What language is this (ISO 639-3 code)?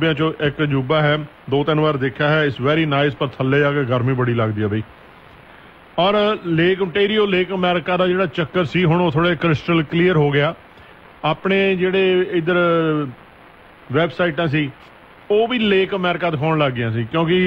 pan